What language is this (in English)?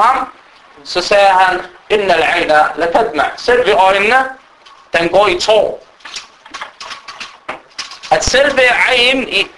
Danish